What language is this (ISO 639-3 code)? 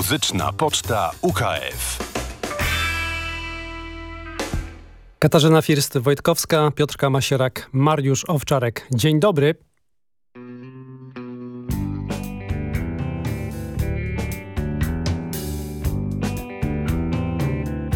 pol